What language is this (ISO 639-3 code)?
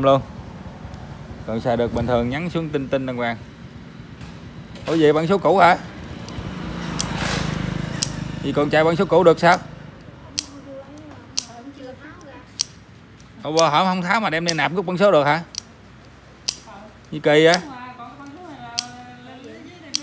vie